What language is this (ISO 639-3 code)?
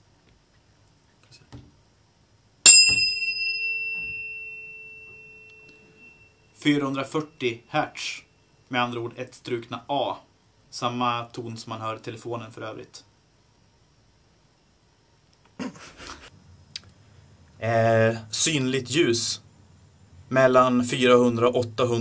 swe